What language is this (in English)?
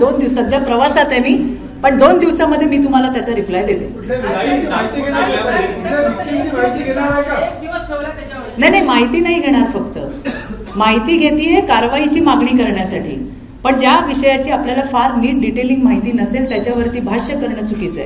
Marathi